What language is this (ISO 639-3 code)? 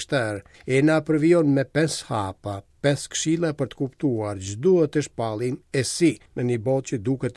sqi